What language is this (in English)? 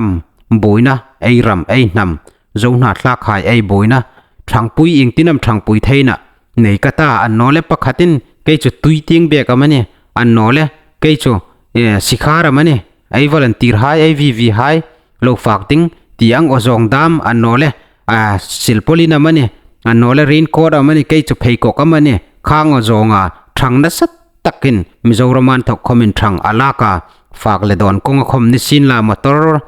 Hmar